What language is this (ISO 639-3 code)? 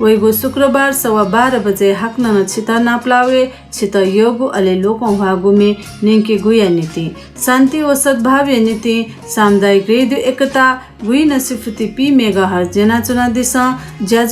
new